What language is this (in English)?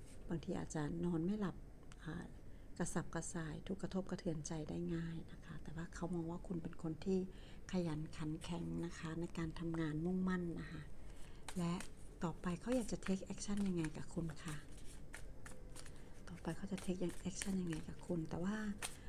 Thai